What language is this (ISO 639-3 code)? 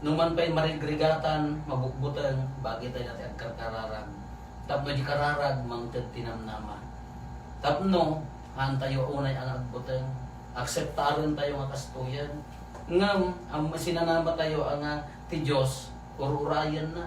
ilo